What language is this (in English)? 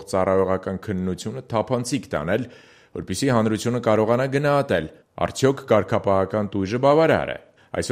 Armenian